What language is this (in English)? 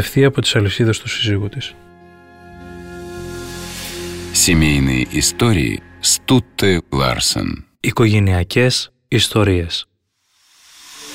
Greek